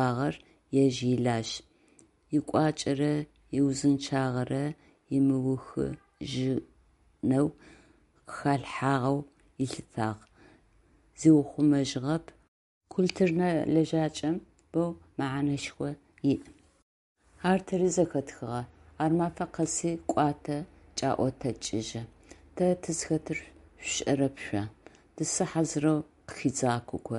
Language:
Adyghe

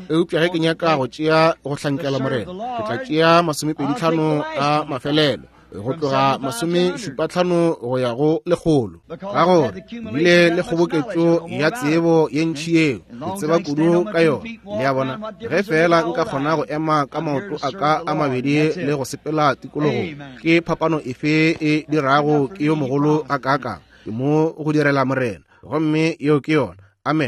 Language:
Northern Sotho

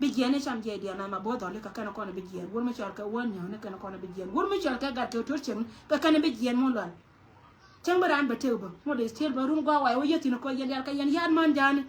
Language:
Nuer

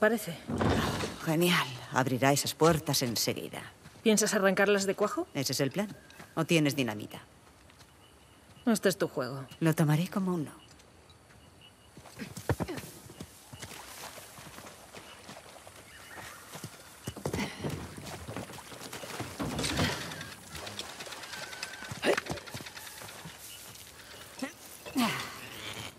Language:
Spanish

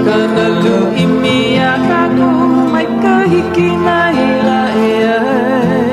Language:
Hawaiian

